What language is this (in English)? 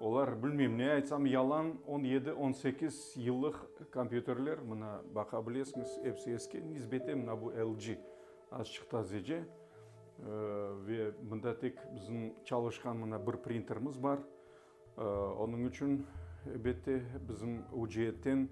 Crimean Tatar